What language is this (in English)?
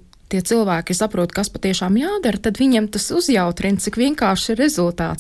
Latvian